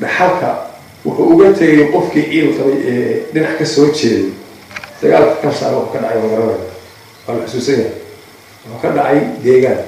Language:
Somali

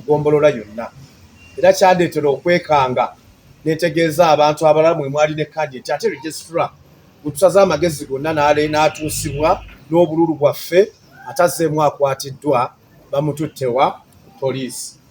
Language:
Ganda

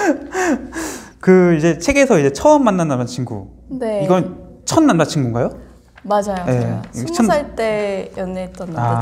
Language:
Korean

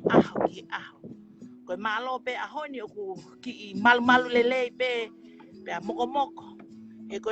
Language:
Tongan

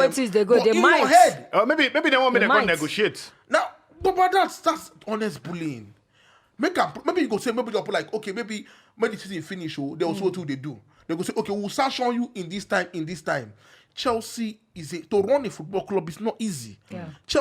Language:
Nigerian Pidgin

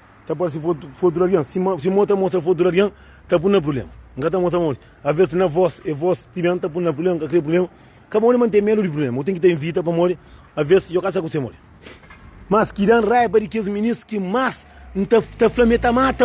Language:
Kabuverdianu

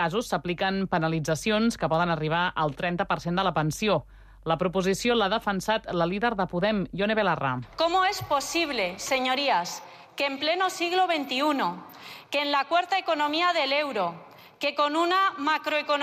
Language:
Catalan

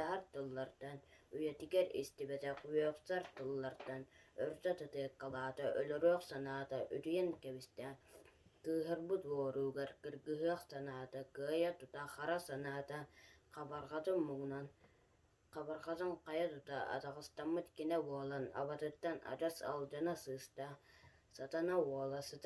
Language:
Yakut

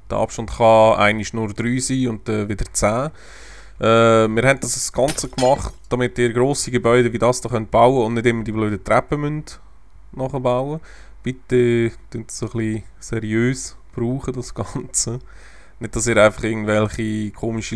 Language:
Swiss German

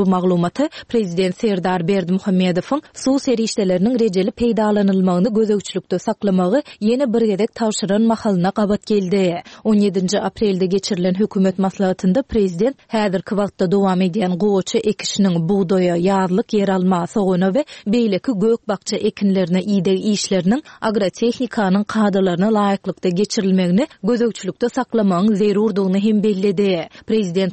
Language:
Turkmen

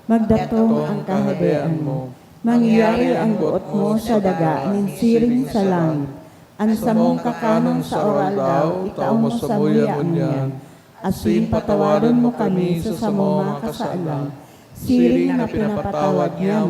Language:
Bikol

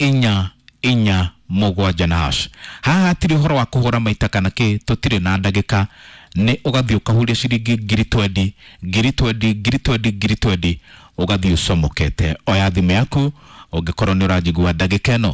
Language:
Kikuyu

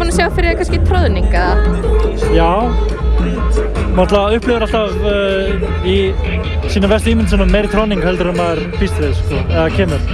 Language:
Icelandic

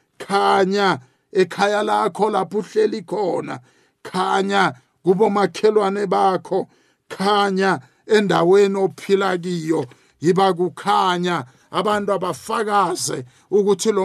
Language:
South Ndebele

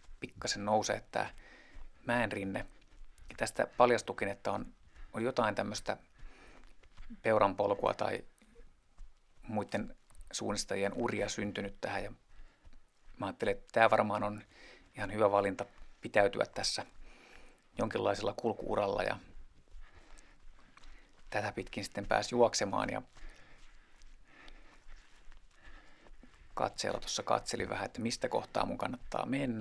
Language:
Finnish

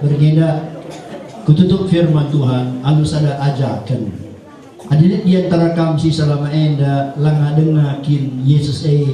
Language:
Batak Karo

